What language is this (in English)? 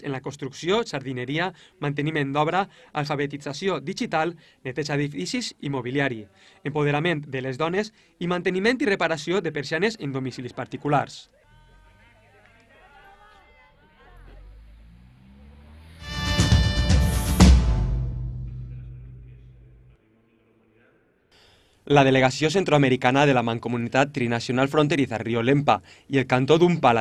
Catalan